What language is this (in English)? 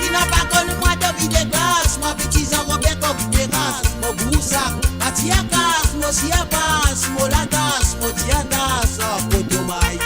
Morisyen